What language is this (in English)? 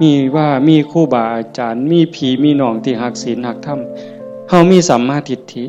Northeastern Thai